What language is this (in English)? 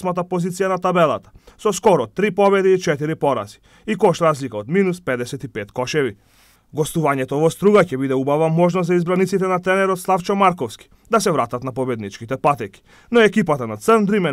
Macedonian